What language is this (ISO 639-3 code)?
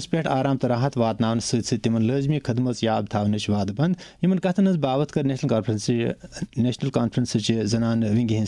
kas